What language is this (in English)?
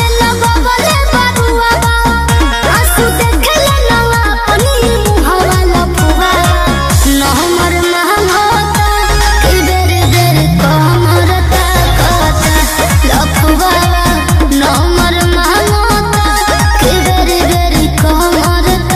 Bhojpuri